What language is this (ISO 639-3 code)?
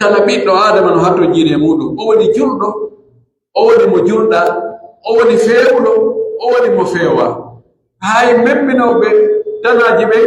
fuf